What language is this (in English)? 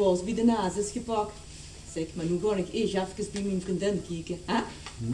Limburgish